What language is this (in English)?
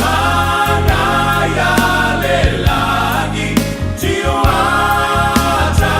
Samoan